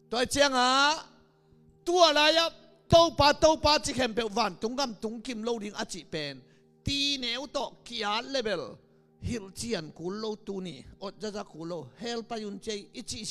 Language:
Tedim Chin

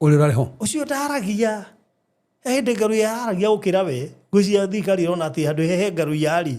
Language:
Kikuyu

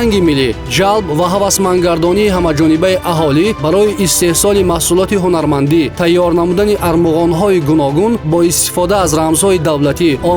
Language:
Tajik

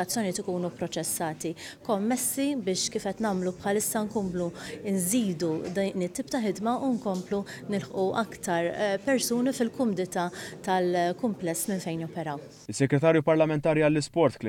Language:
Maltese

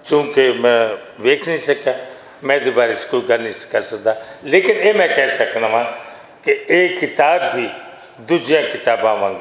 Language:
Western Panjabi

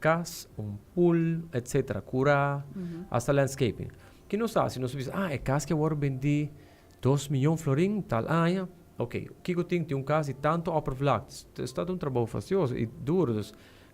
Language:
Papiamento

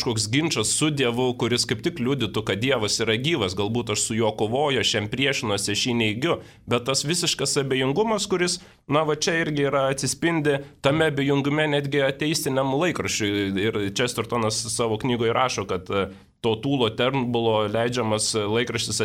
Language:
Lithuanian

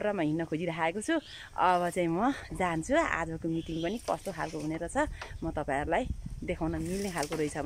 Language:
Nepali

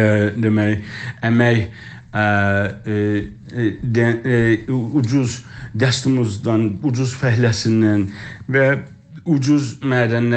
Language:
South Azerbaijani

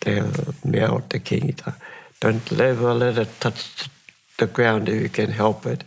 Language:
Māori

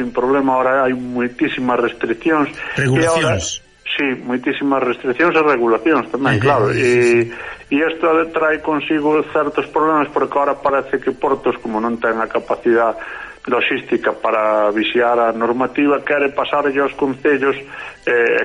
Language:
Galician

